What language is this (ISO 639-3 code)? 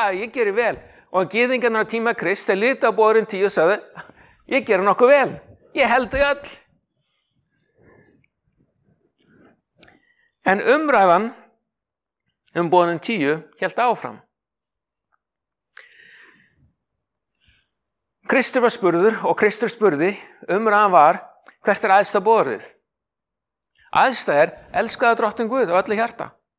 isl